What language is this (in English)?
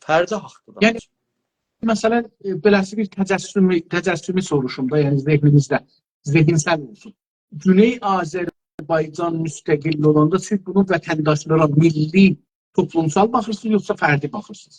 South Azerbaijani